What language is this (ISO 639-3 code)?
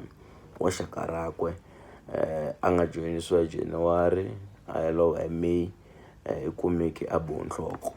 tso